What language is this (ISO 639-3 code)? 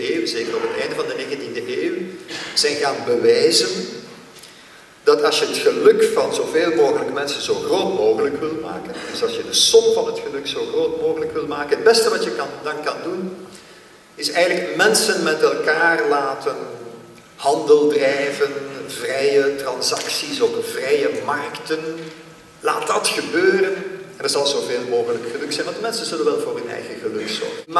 nld